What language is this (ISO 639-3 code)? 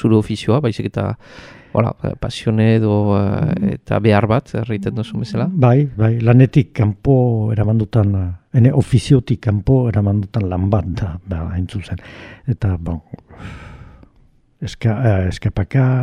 eus